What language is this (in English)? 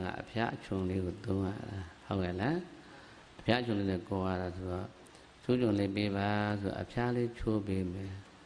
Burmese